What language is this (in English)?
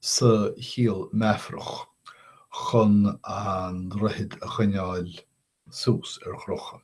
Irish